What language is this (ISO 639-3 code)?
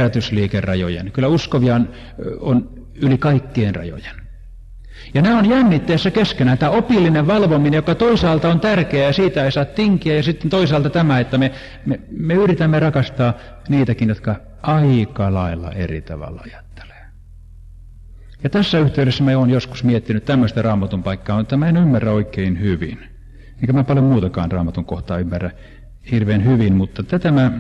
fin